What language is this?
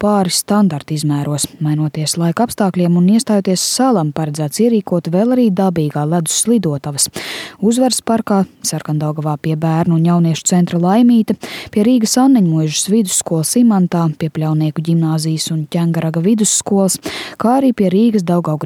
Latvian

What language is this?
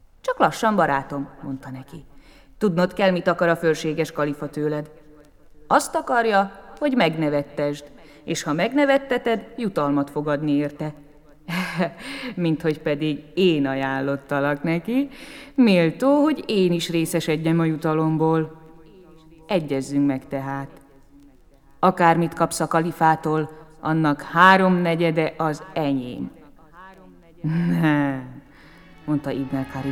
Hungarian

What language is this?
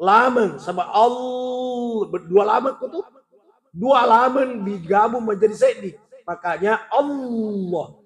Buginese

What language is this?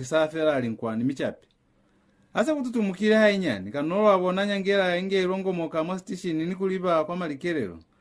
Lozi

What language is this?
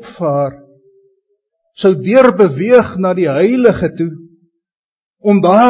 Afrikaans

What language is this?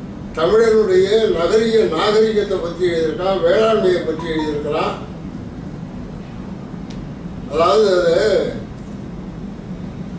Tamil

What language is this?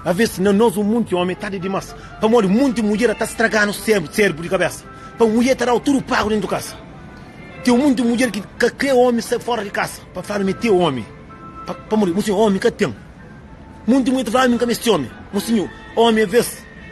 Kabuverdianu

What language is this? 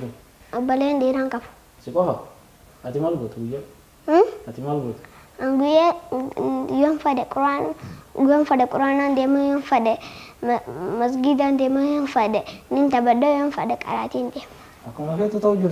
Oromo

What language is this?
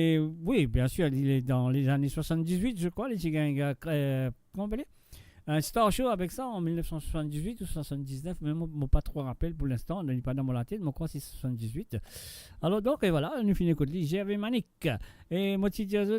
Morisyen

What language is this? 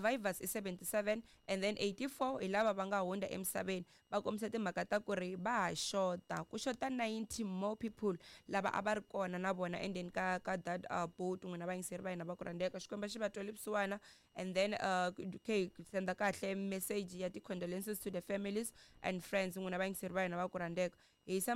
Tsonga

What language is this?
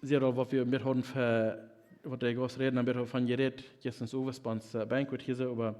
Plautdietsch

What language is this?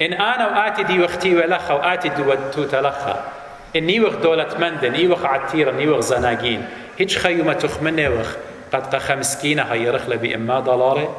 Assyrian Neo-Aramaic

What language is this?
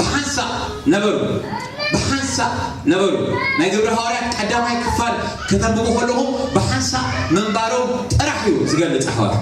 Tigrinya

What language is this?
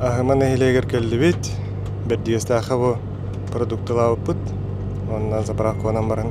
Yakut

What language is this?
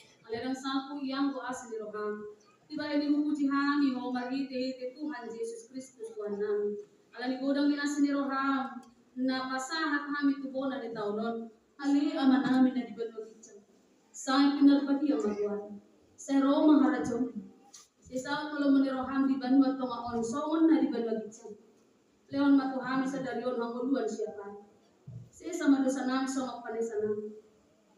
Batak Toba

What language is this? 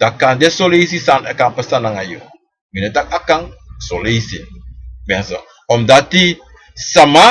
Sranan Tongo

